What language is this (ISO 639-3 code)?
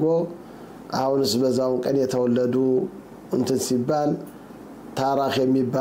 amh